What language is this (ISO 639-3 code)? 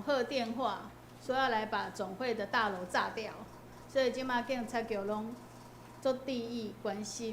nan